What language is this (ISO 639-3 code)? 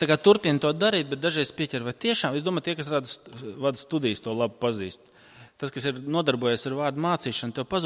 lav